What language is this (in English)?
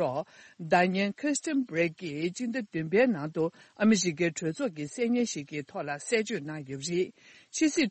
Tibetan